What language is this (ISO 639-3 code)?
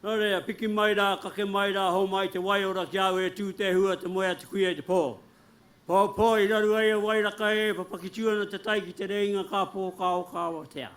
mri